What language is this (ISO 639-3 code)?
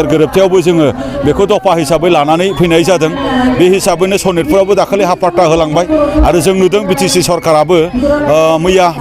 brx